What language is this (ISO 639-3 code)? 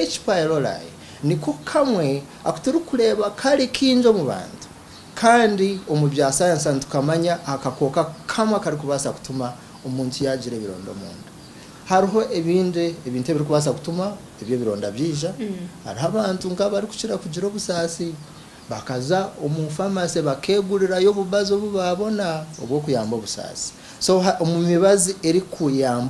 nyn